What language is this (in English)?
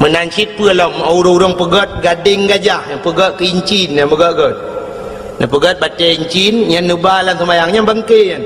Achinese